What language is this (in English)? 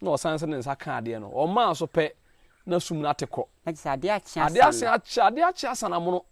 Akan